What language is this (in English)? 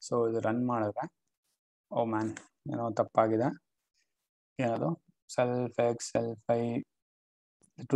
Kannada